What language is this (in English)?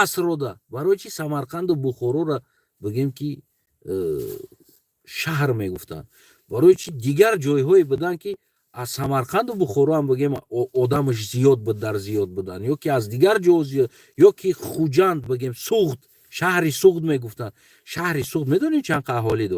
Tajik